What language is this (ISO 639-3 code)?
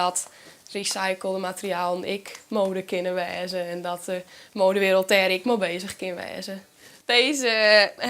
fry